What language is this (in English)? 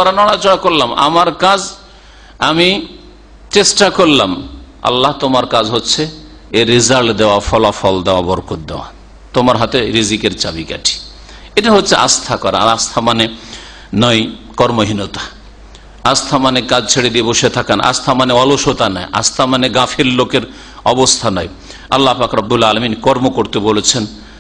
Bangla